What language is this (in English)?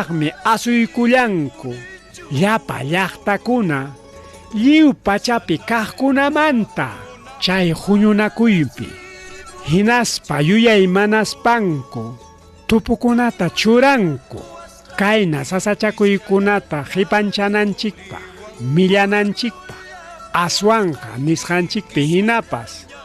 Ayacucho Quechua